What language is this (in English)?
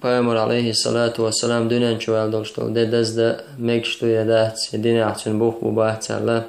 Chechen